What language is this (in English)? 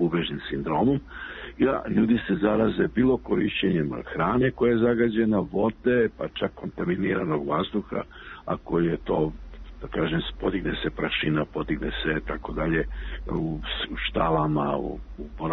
Serbian